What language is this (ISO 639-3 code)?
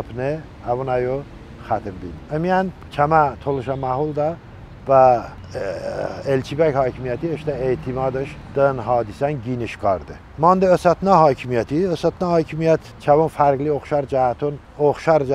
tly